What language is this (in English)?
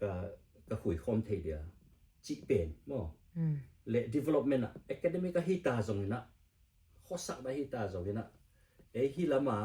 Tedim Chin